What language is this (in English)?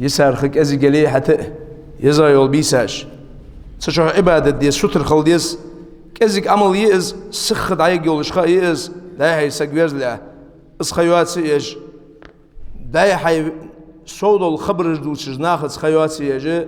Ingush